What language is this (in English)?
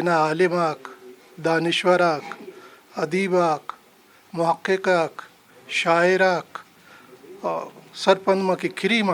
Brahui